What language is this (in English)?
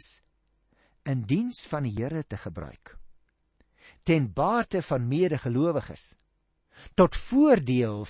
Afrikaans